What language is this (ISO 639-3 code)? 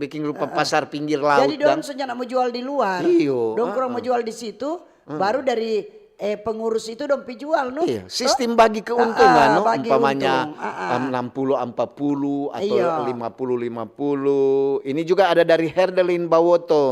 xmm